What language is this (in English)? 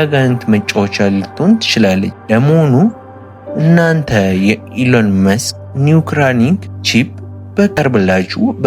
Amharic